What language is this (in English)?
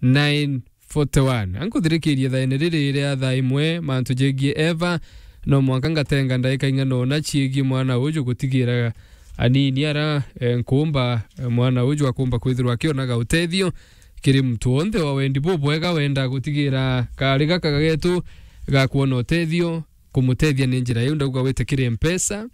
Meru